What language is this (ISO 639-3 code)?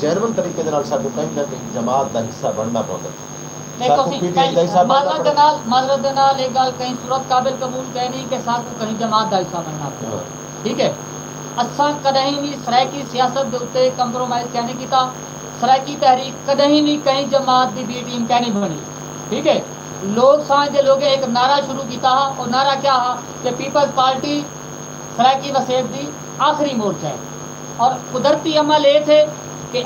skr